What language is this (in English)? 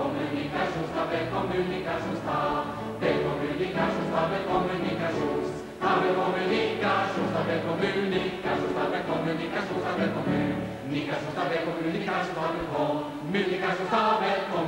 Swedish